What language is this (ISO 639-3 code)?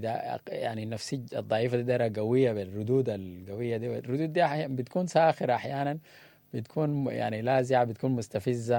apd